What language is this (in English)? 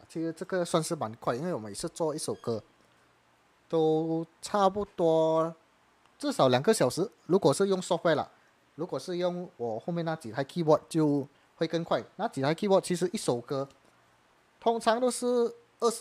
Chinese